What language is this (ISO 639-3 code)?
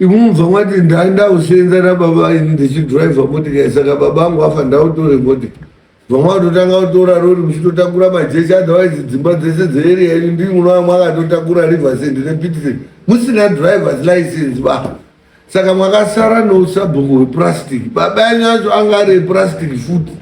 sna